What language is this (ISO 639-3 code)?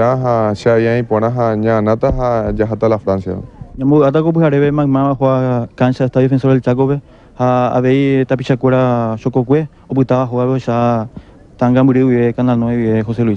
grn